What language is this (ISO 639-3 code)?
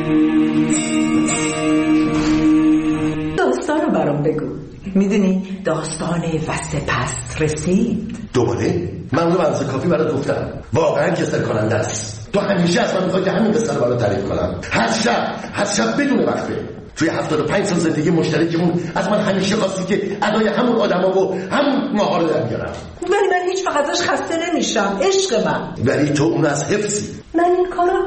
fas